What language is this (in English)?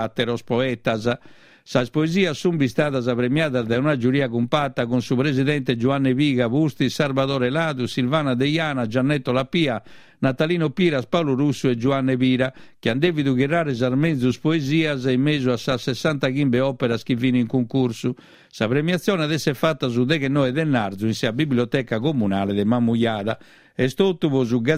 Sardinian